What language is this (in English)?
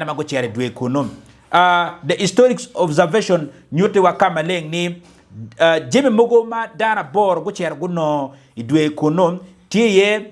Acoli